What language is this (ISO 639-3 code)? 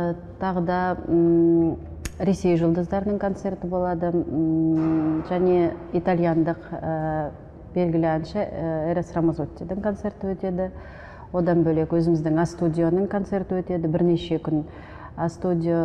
kaz